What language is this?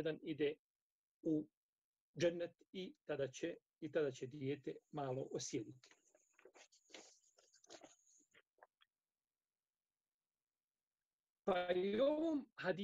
Bosnian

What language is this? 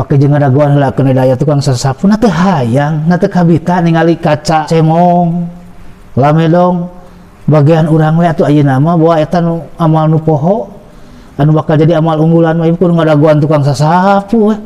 Sundanese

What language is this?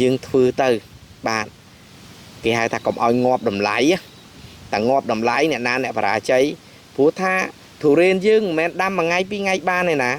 Khmer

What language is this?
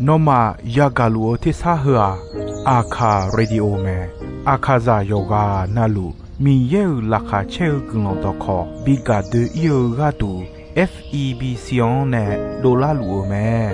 Akha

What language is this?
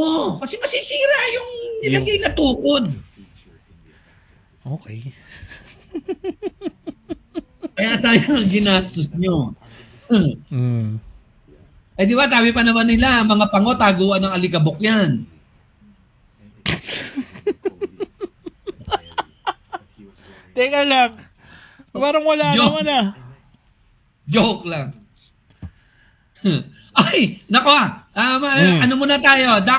Filipino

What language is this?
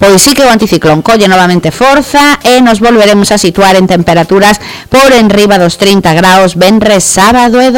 Galician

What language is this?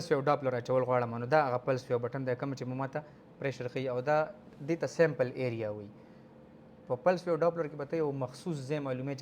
Pashto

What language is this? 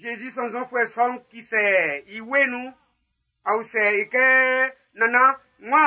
Baoulé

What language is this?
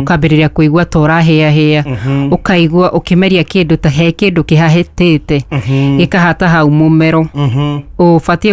Kikuyu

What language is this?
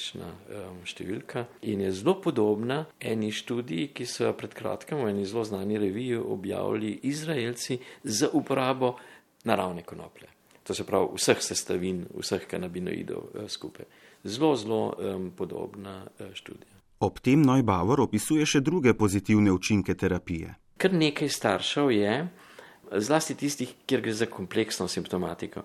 Slovenian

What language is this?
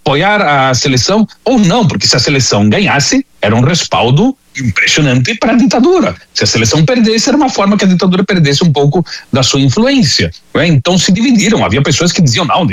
Portuguese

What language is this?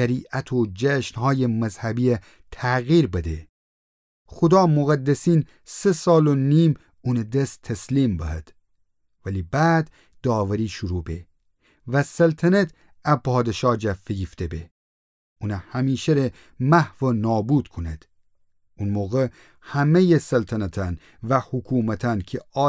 Gilaki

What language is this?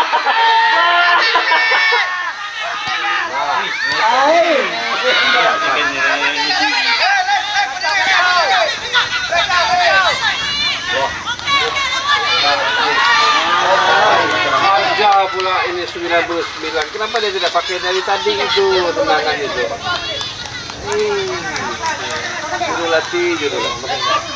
Malay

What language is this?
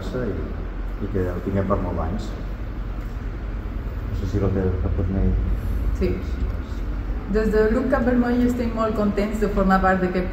Catalan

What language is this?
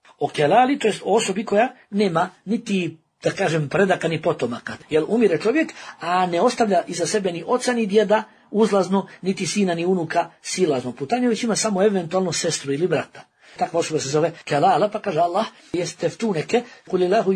Bosnian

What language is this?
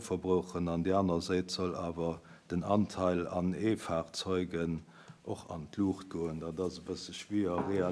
Luxembourgish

